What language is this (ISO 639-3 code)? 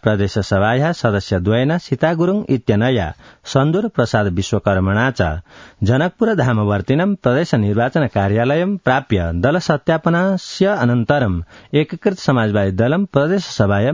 san